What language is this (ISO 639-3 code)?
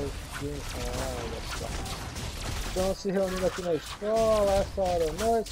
por